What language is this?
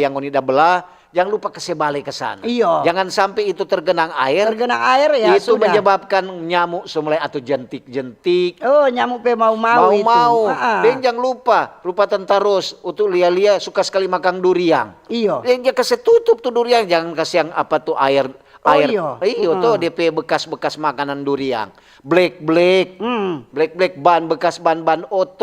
Manado Malay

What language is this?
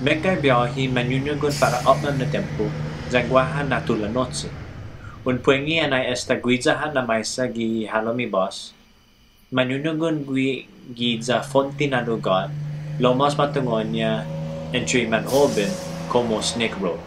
Chamorro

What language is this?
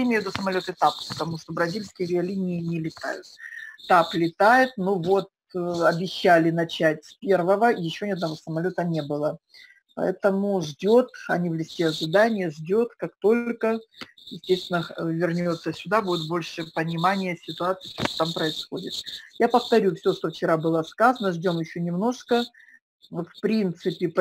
Russian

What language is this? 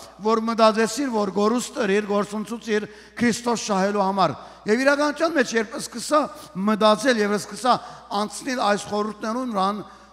Western Armenian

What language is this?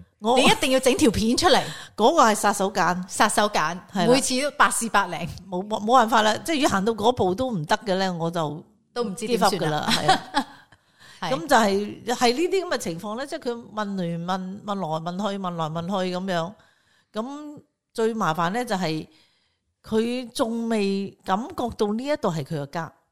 Cantonese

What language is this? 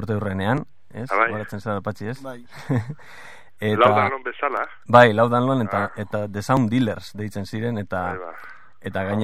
Basque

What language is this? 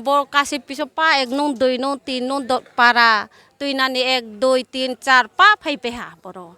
Riang (India)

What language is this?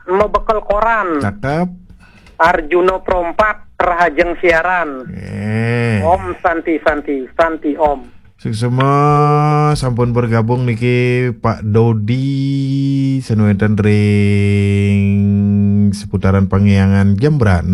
Balinese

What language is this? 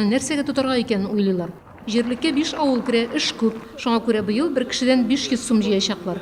Tatar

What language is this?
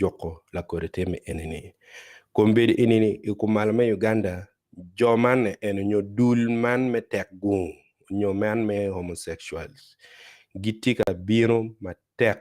Acoli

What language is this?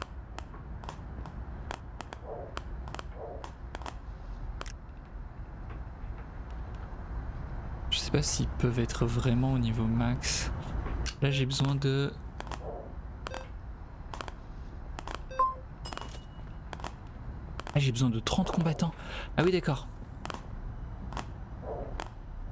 French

